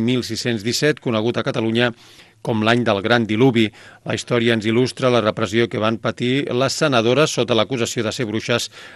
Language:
Catalan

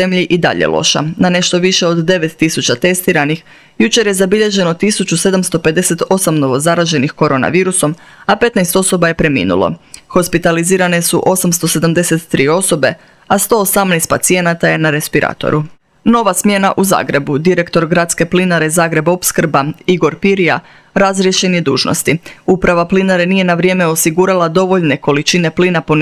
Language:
Croatian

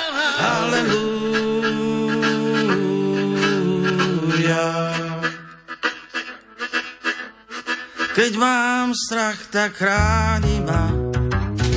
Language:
Slovak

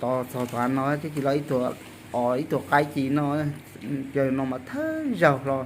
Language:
Hmong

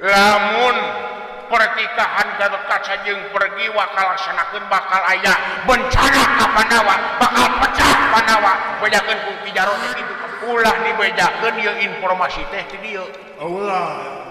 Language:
Sundanese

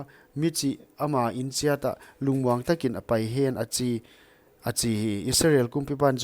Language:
Paite Chin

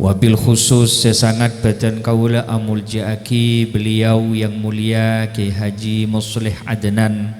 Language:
Madurese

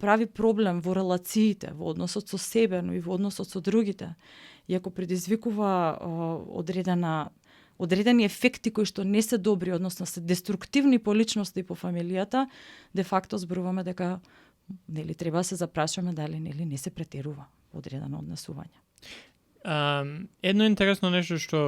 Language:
Macedonian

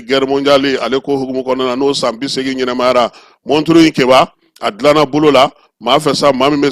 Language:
Bambara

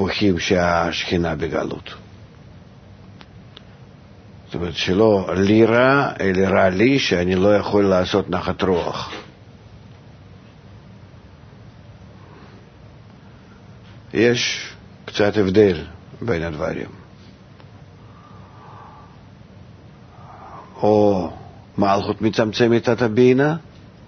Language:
Hebrew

